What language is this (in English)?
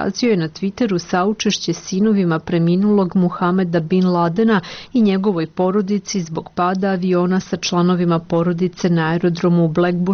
Serbian